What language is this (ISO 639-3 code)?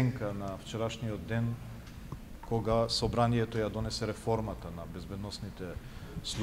mkd